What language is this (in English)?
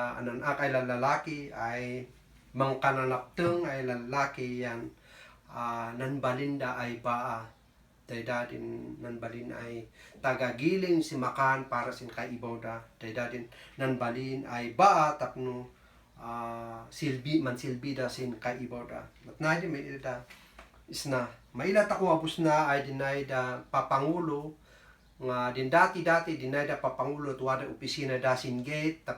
Kankanaey